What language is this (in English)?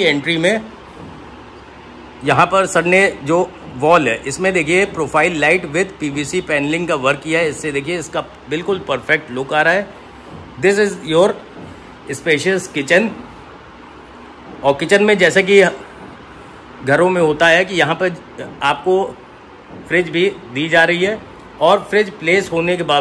Hindi